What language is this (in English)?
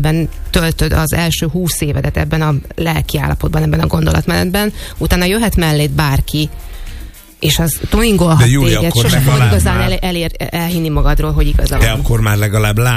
Hungarian